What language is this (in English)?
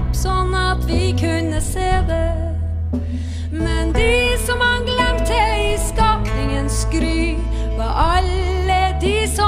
Norwegian